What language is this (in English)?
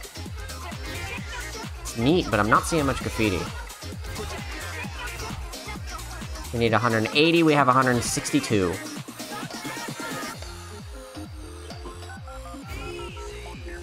English